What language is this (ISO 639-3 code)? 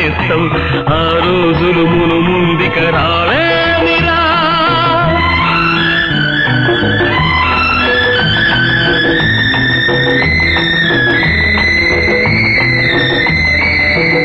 tel